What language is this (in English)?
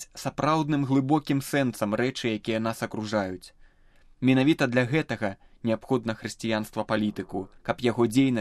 Belarusian